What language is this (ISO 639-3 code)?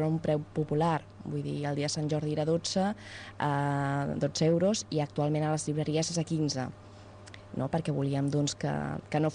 cat